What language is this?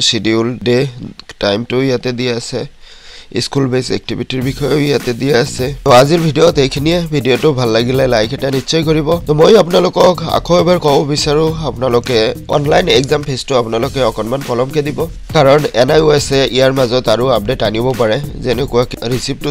Assamese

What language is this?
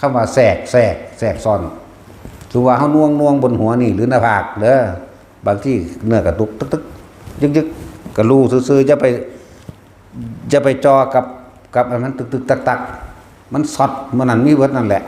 Northeastern Thai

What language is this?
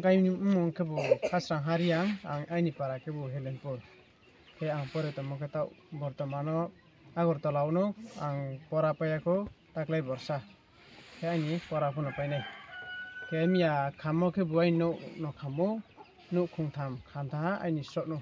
Riang (India)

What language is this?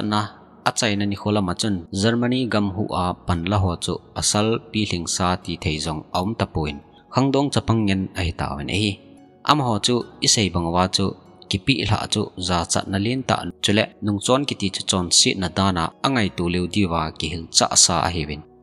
Thado Chin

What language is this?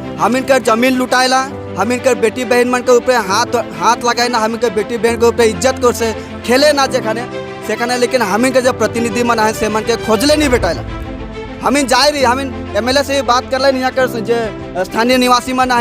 Sadri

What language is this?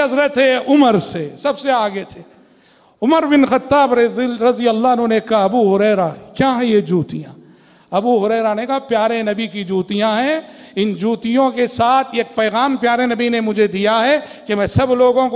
Urdu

